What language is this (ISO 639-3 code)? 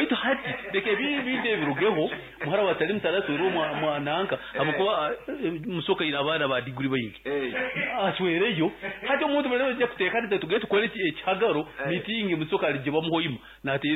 nyn